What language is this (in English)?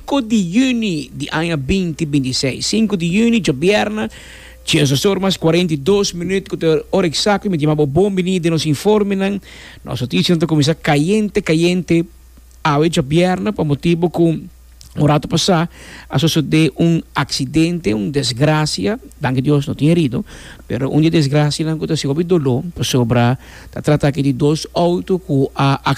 Papiamento